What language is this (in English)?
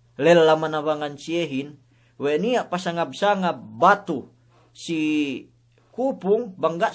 Yakan